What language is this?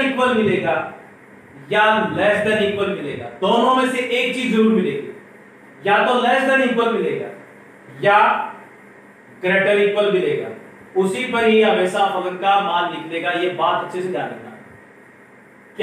Hindi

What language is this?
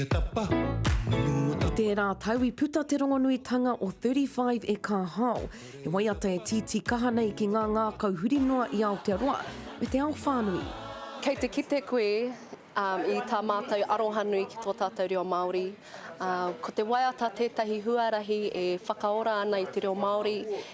Māori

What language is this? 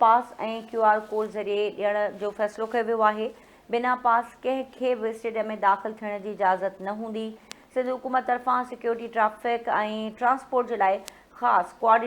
Sindhi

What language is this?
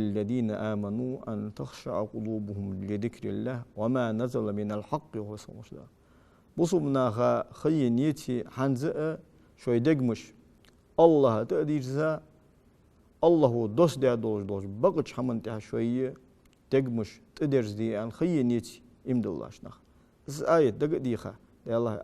Ingush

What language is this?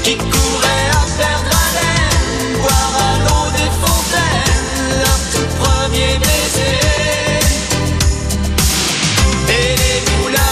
French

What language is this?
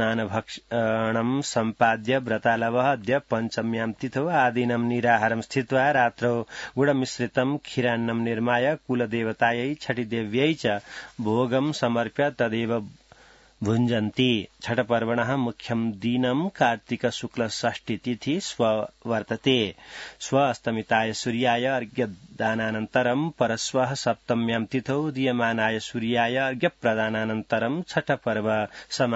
Sanskrit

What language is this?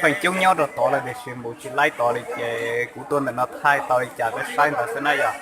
Hmong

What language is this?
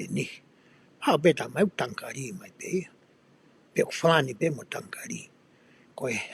Tongan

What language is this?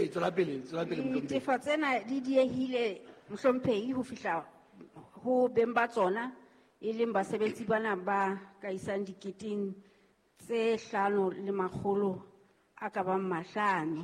Southern Sotho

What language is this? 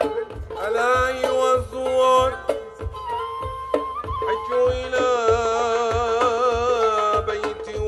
Arabic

